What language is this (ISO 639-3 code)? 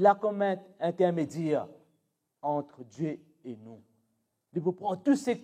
mfe